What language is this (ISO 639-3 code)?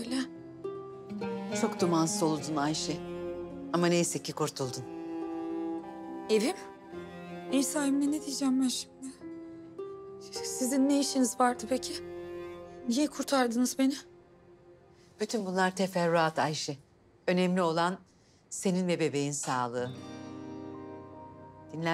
tur